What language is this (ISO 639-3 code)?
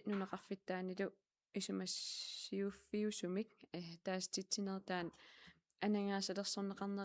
kal